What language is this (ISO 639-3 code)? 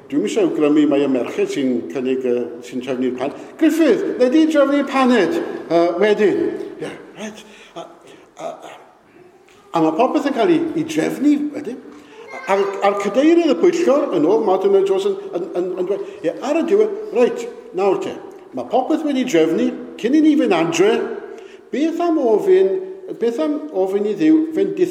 cym